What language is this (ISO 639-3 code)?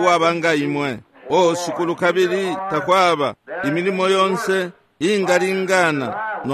bem